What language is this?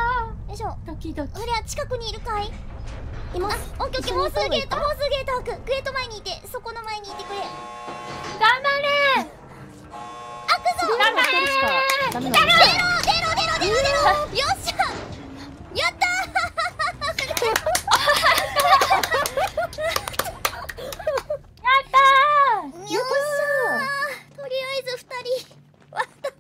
Japanese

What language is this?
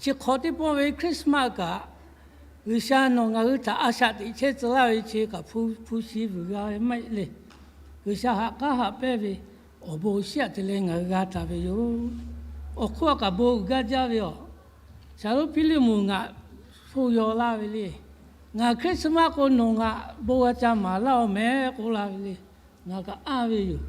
Lahu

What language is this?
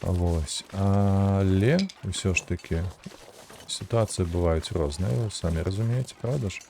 Belarusian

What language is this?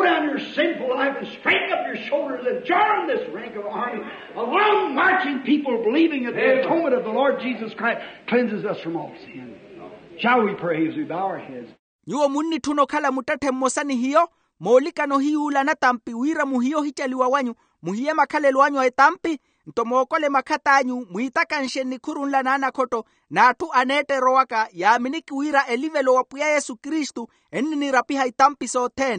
Makhuwa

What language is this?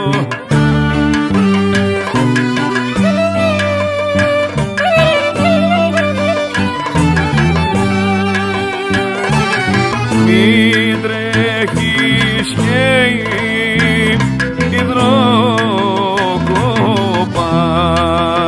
Greek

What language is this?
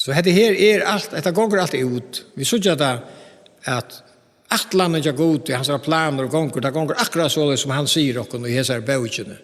Faroese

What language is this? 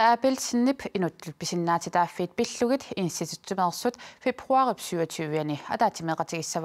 Kalaallisut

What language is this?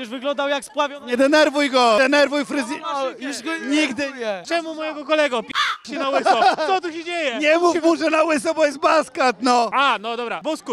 Polish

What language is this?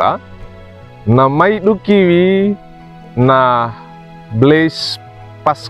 Wejewa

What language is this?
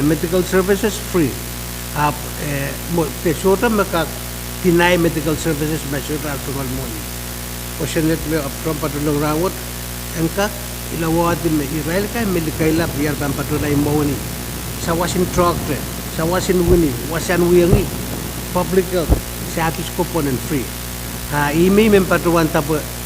Pohnpeian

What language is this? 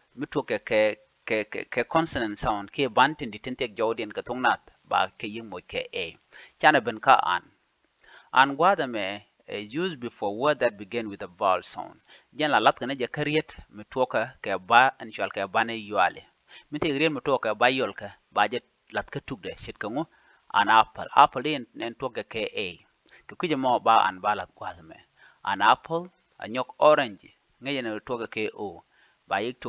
Nuer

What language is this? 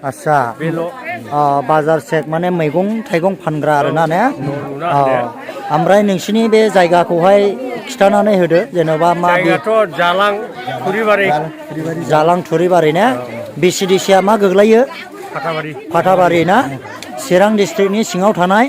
Bodo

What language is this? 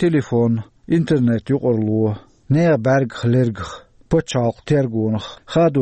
Chechen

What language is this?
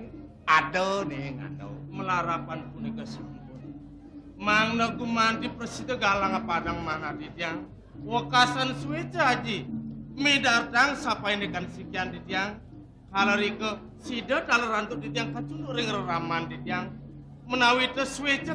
Balinese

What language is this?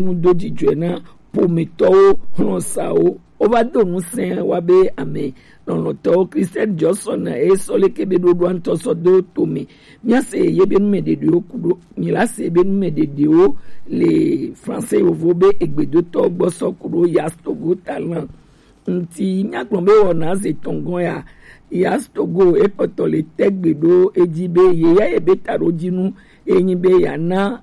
Gen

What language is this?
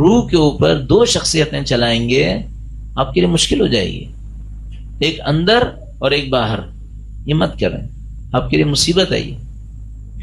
Urdu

